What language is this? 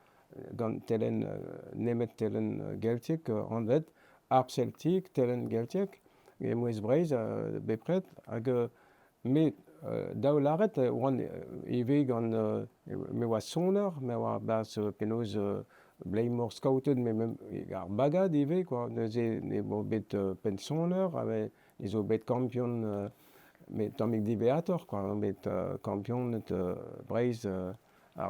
Breton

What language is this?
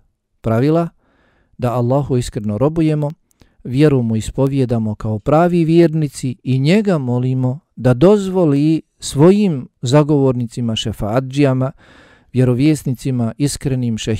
Bosnian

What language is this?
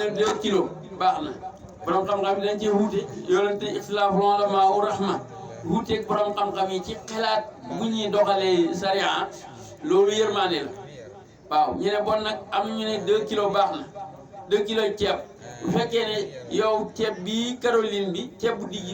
Wolof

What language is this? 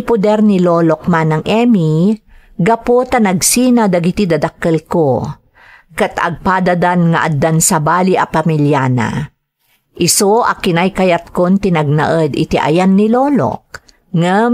Iloko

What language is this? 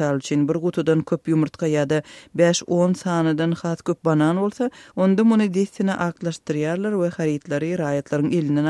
Turkmen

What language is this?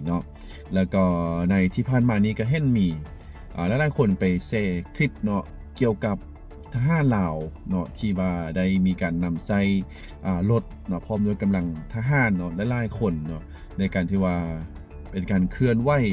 Lao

